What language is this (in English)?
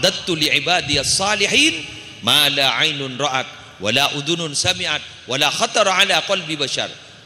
Madurese